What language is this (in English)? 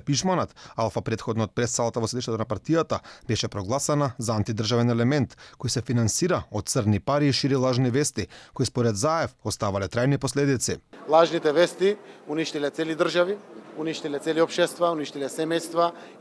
Macedonian